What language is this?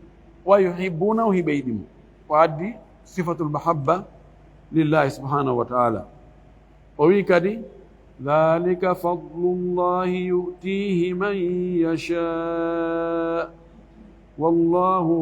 Fula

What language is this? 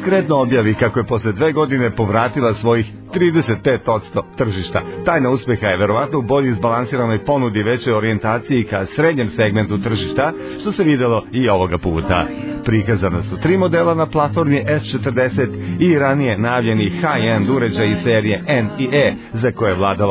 Serbian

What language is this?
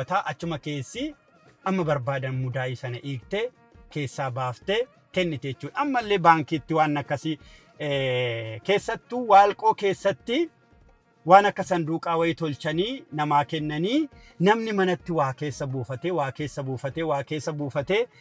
Oromo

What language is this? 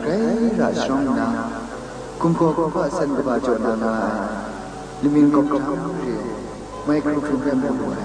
Kachin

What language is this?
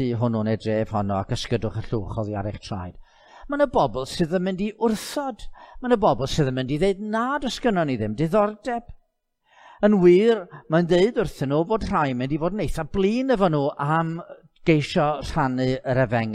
Welsh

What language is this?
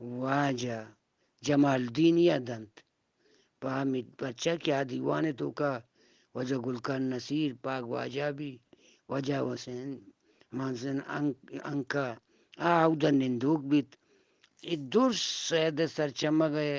Eastern Balochi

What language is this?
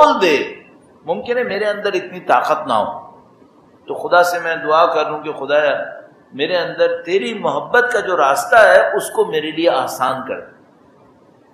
Urdu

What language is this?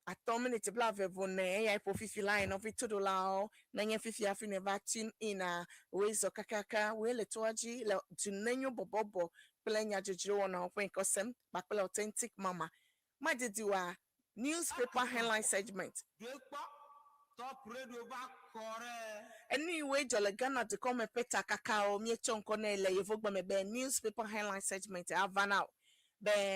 Ewe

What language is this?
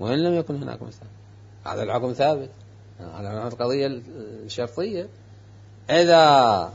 Mesopotamian Arabic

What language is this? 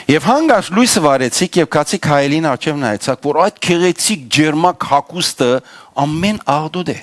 Western Armenian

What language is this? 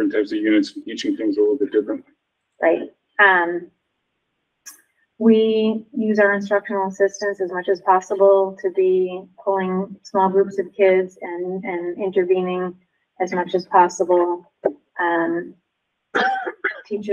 English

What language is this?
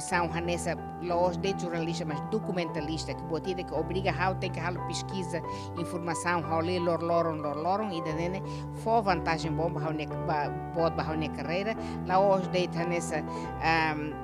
Tetum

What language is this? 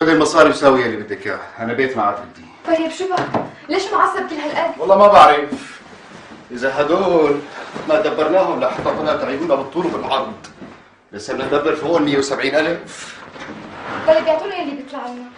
North Levantine Arabic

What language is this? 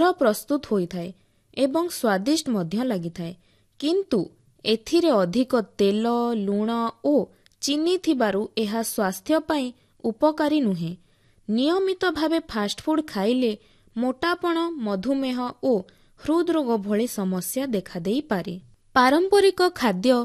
Odia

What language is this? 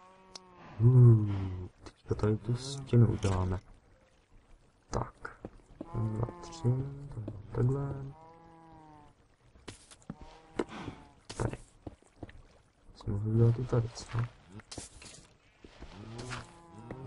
Czech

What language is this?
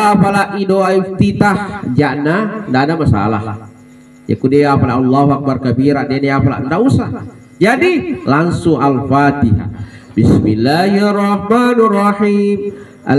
Buginese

